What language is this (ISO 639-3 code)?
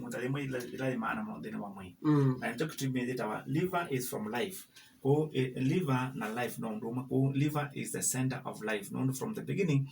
kam